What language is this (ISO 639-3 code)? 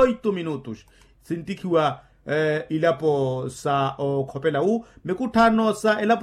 vmw